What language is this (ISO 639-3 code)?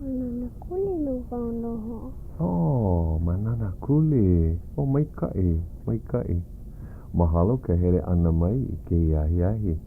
haw